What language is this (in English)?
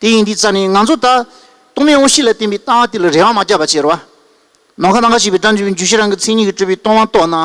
Tibetan